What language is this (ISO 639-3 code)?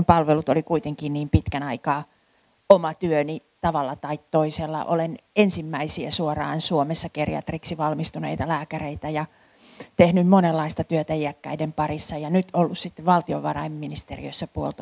fin